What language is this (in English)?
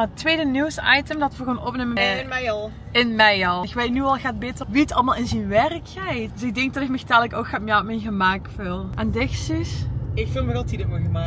Limburgish